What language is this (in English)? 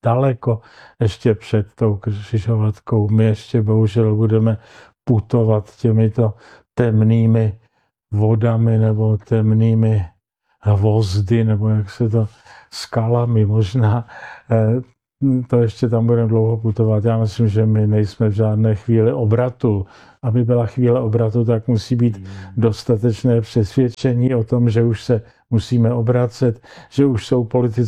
Czech